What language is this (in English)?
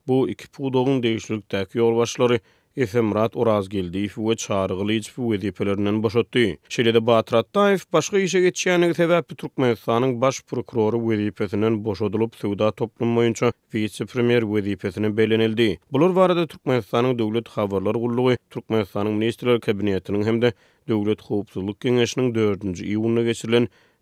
Turkmen